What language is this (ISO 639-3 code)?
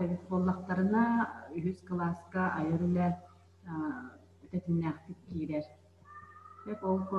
sah